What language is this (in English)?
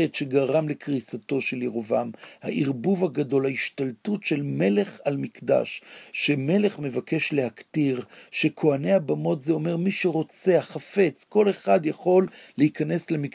Hebrew